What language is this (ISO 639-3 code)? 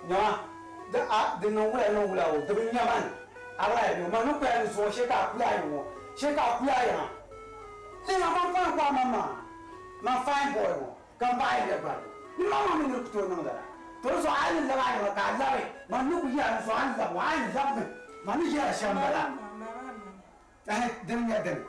dag